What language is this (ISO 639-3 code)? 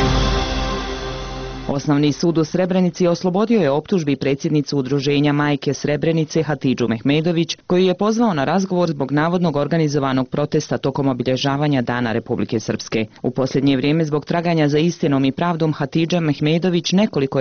bos